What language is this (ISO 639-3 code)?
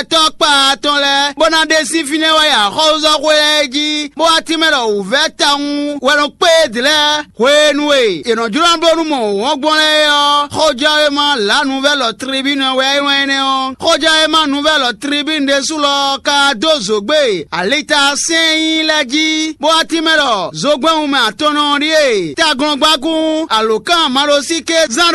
fon